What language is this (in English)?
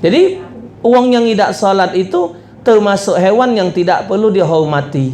Musi